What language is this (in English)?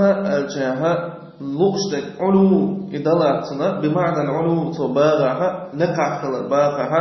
Chechen